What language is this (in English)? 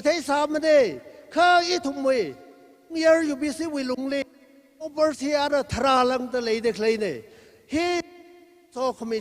Tangkhul Naga (India)